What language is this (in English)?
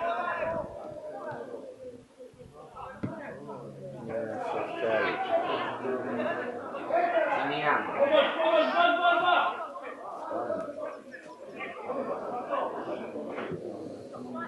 Polish